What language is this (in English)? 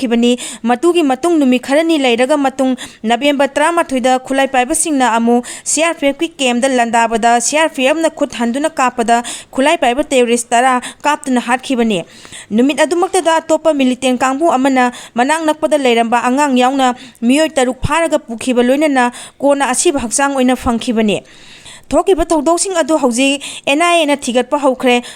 Manipuri